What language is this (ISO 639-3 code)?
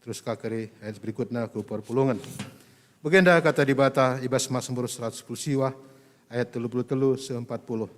btx